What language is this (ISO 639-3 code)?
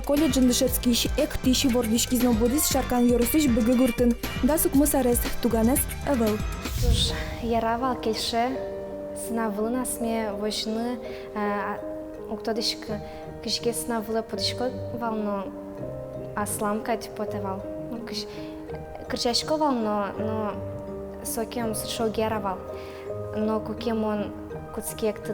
udm